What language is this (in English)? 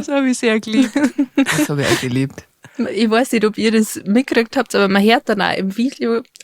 Bavarian